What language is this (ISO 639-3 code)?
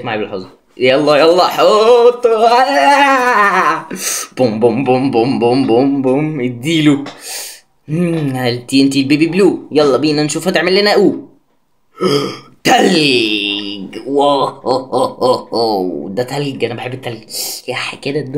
arz